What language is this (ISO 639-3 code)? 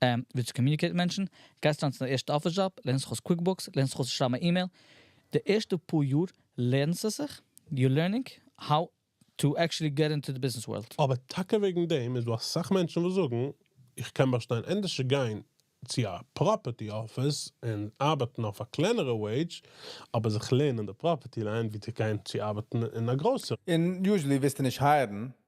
yid